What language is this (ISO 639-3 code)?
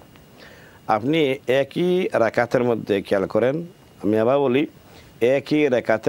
ben